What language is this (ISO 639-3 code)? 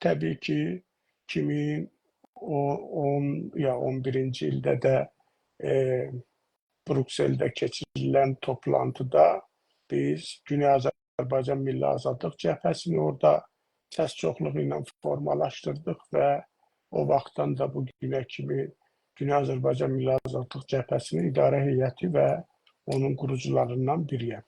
azb